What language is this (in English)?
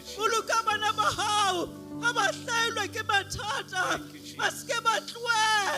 Southern Sotho